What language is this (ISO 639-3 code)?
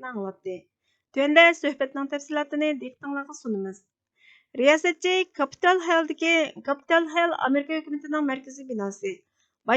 uig